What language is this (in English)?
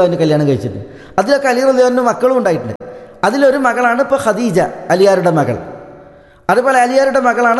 Malayalam